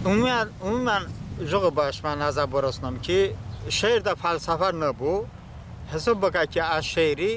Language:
Talysh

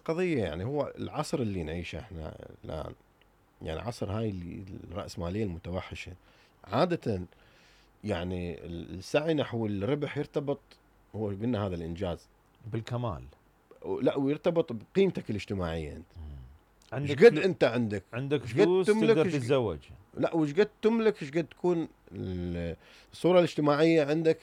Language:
Mesopotamian Arabic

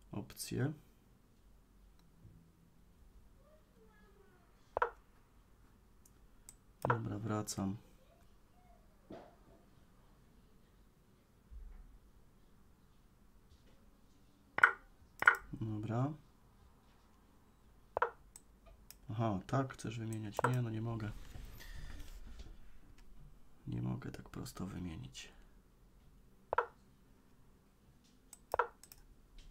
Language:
Polish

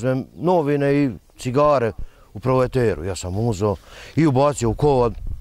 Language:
Serbian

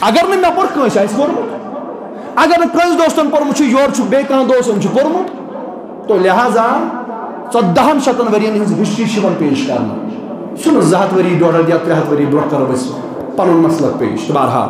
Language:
Kashmiri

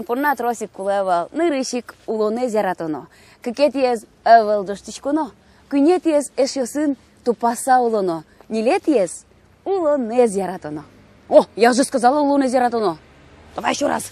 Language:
Udmurt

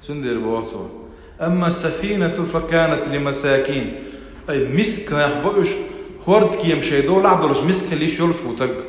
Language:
Chechen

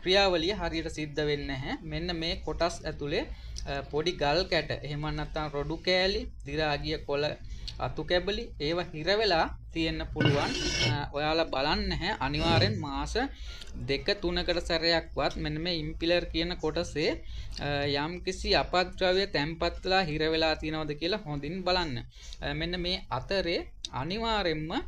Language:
Sinhala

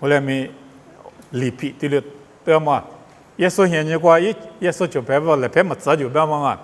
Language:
Lisu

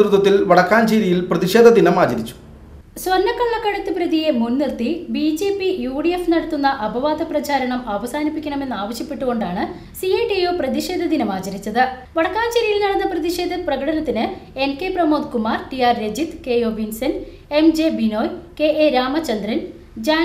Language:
Malayalam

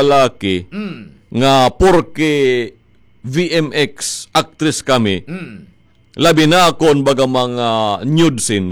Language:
Waray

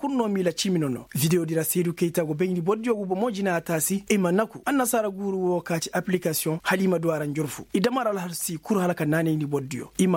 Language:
Zarma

